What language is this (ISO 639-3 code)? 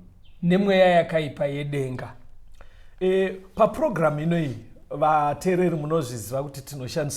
sna